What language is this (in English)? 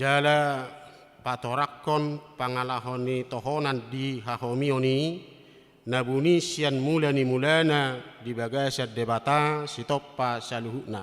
Batak Toba